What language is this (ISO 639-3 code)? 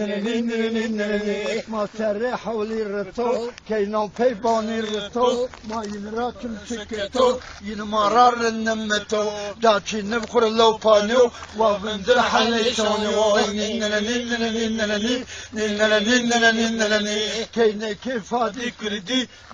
zza